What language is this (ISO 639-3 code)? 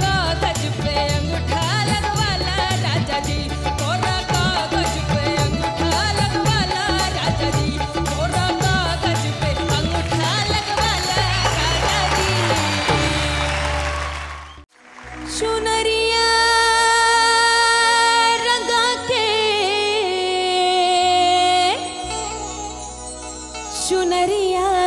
bho